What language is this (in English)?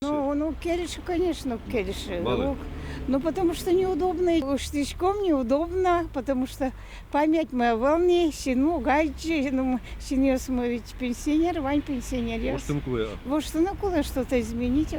Udmurt